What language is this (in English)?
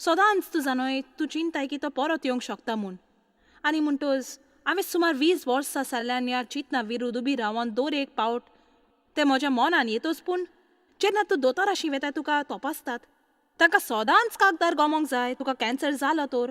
Konkani